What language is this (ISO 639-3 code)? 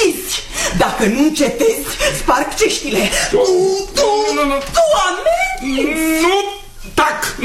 ron